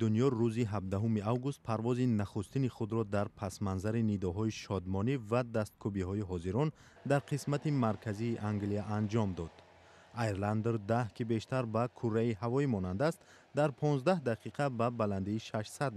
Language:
Tajik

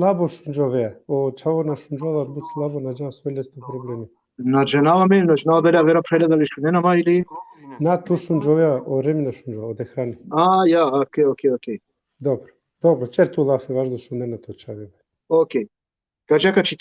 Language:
Balkan Romani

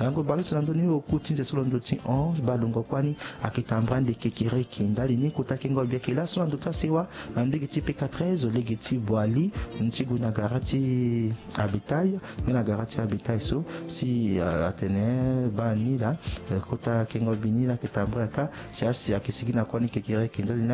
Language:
Sango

